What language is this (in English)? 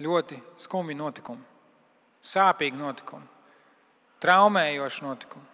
Latvian